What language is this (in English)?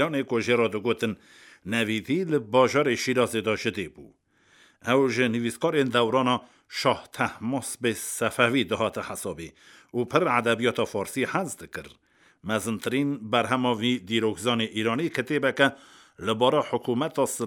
Kurdish